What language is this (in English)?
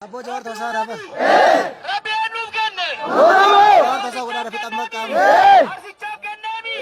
Oromo